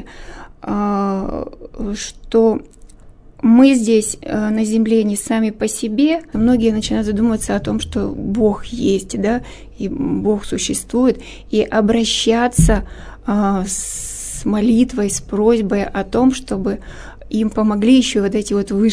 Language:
Russian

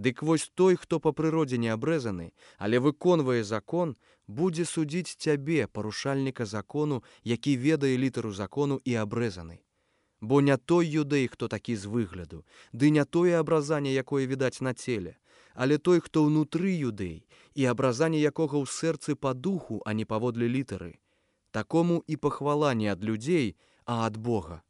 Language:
Belarusian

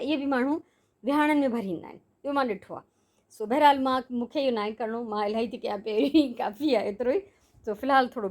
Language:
Sindhi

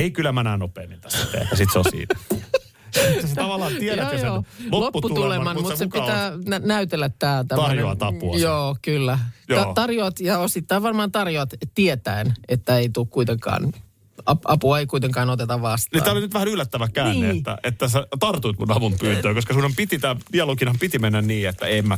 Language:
Finnish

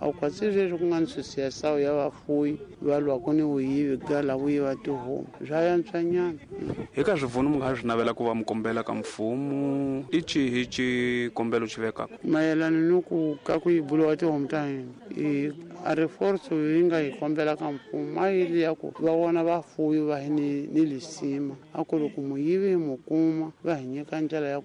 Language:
Tsonga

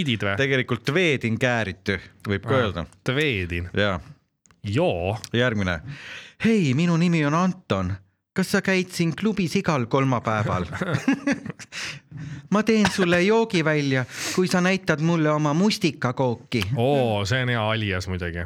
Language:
Estonian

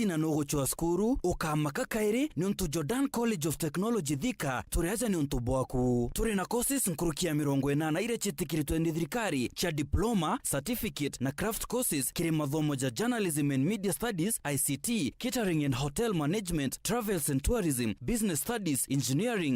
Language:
Meru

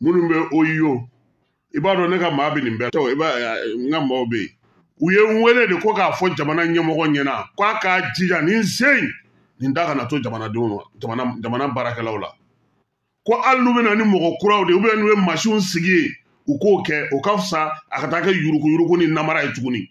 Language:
Bambara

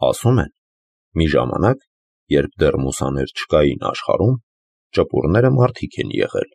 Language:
Armenian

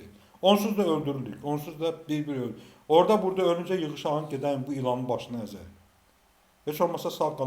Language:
Azerbaijani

